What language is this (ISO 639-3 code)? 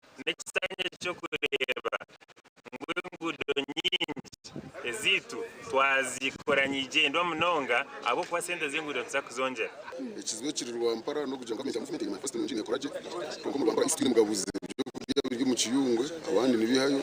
nyn